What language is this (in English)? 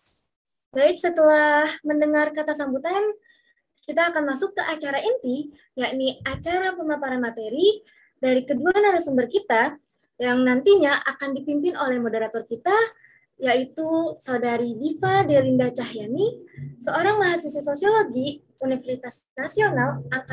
Indonesian